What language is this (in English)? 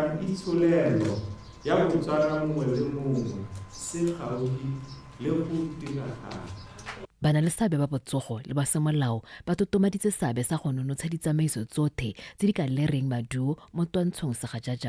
Tswana